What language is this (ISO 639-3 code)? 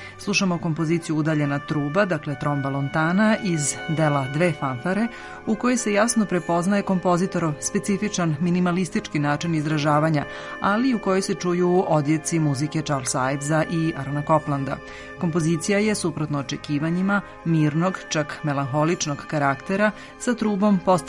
srp